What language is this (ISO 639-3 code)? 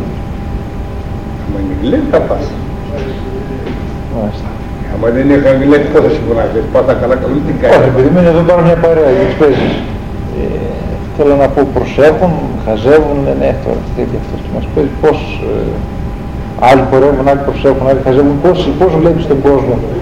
ell